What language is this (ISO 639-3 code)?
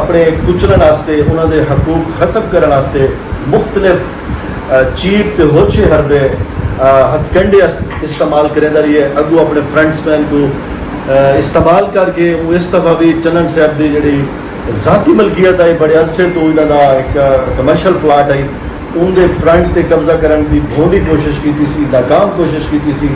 skr